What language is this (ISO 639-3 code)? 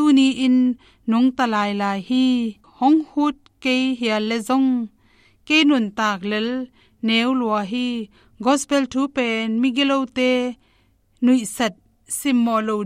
ctd